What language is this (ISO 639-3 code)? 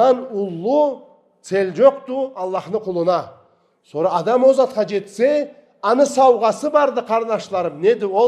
krc